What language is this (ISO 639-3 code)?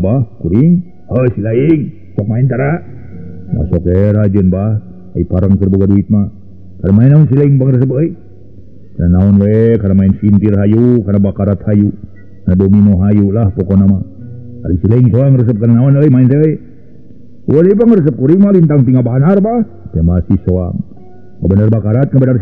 sun